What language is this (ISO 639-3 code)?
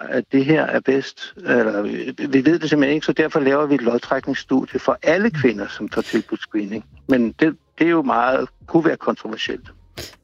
dan